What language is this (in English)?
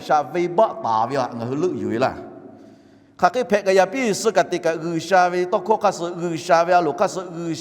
Lahu